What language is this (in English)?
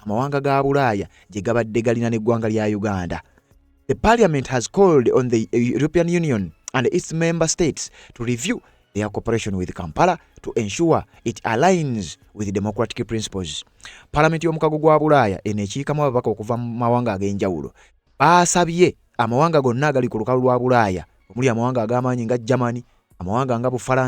Ganda